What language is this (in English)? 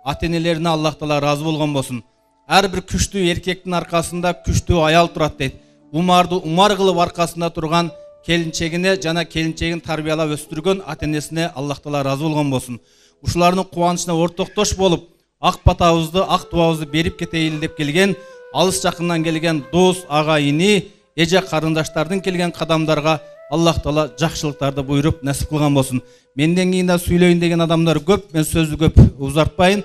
Kyrgyz